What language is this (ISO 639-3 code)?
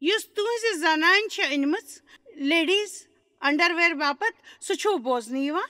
kas